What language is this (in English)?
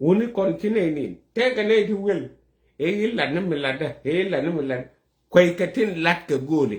Nuer